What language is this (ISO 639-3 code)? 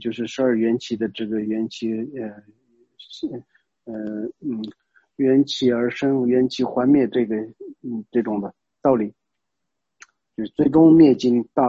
zho